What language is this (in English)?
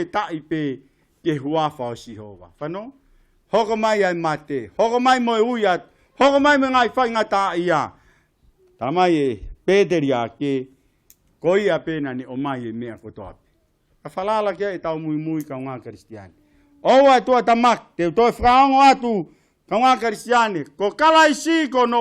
Tongan